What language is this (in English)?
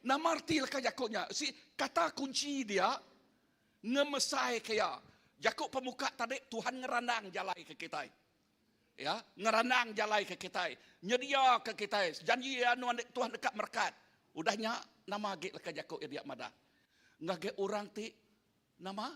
Iban